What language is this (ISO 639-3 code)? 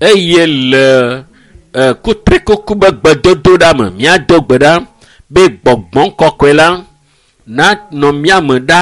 ewe